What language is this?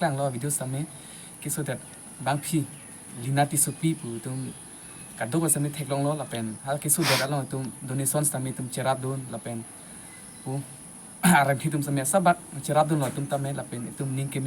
Karbi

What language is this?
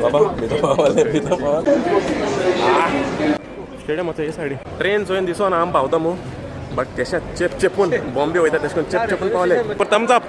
Konkani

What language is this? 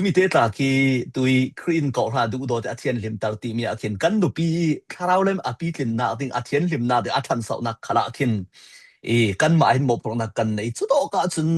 Falam Chin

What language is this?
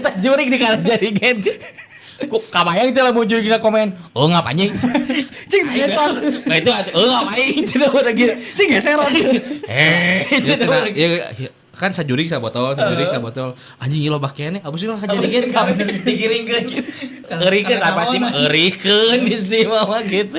Sundanese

